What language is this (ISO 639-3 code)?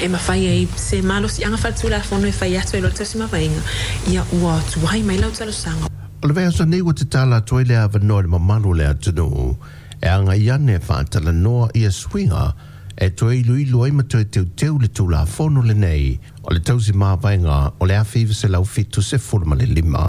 smo